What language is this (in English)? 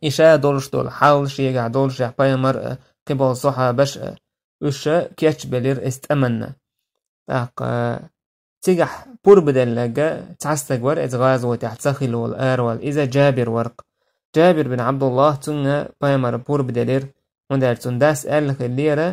Chechen